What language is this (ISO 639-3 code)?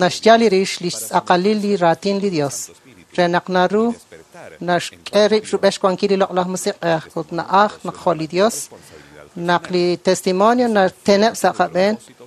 kek